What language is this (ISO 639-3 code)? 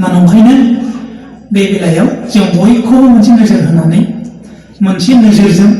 brx